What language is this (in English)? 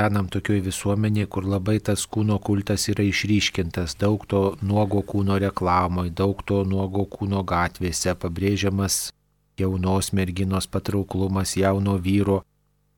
Lithuanian